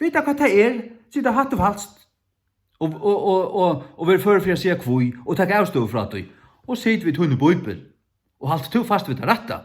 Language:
Faroese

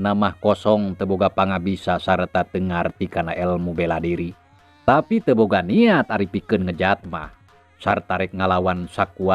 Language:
Sundanese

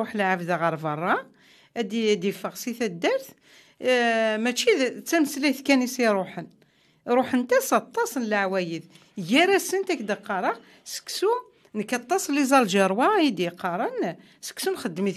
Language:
Kabyle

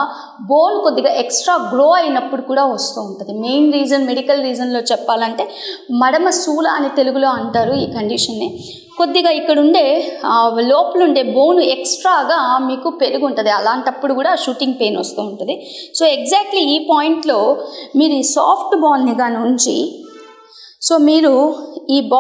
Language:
Telugu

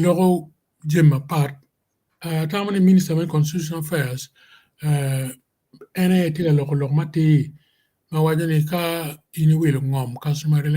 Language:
Acoli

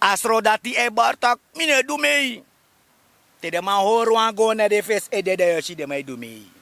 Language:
Sranan Tongo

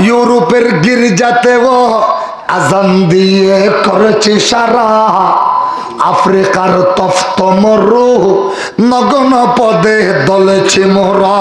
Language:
Rohingya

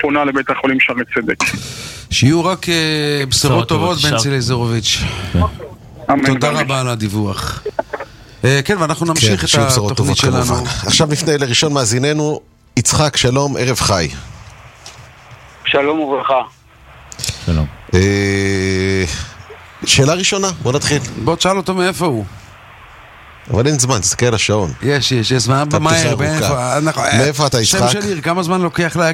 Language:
Hebrew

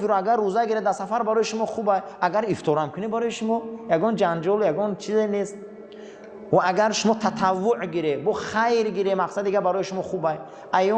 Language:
Tajik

